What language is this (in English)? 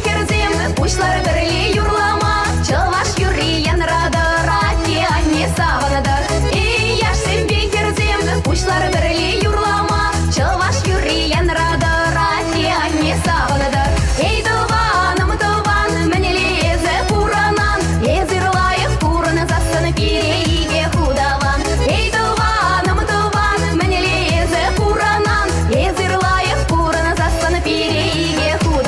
Chuvash